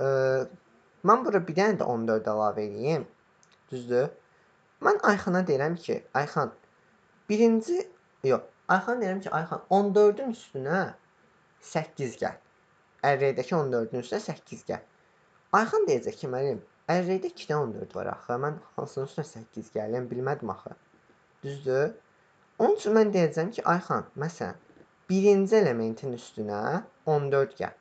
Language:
Azerbaijani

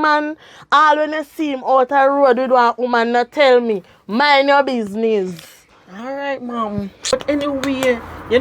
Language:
Jamaican Creole English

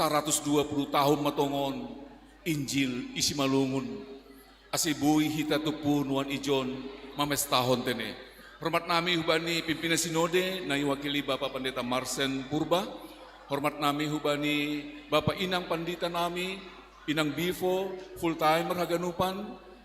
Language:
Batak Simalungun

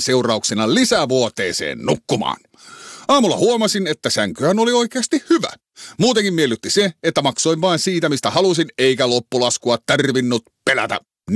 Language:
Finnish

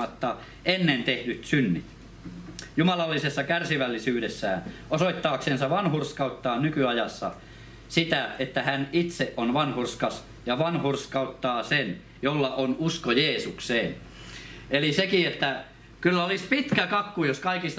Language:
Finnish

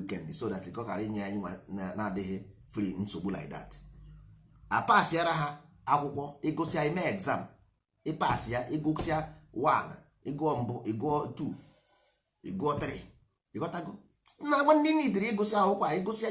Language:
Igbo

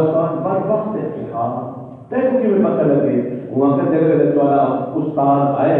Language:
Saraiki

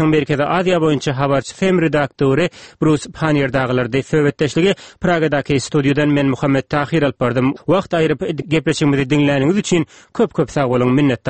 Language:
Turkmen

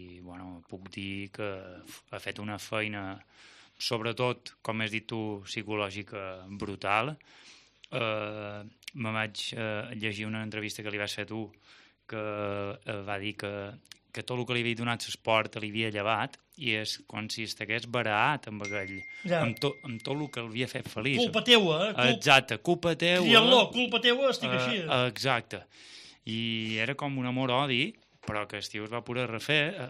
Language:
Catalan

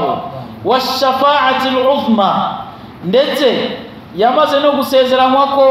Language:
Kinyarwanda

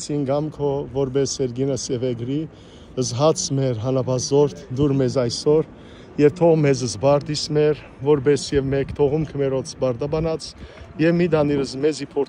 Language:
Western Armenian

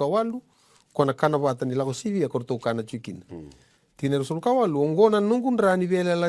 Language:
Fijian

